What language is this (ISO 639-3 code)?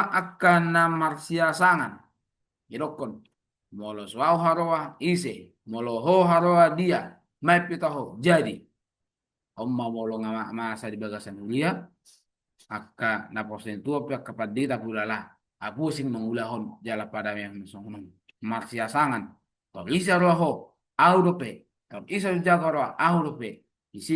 bbc